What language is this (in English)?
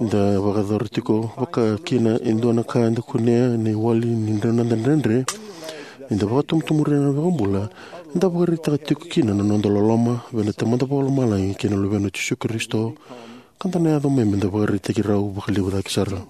Fijian